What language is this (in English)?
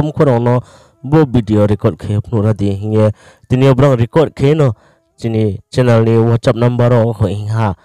Riang (India)